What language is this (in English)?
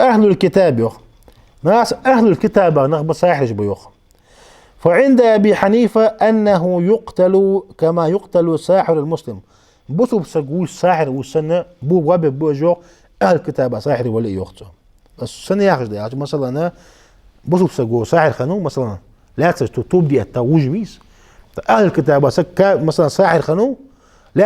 Ingush